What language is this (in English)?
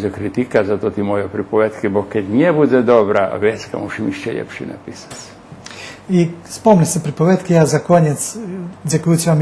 Rusyn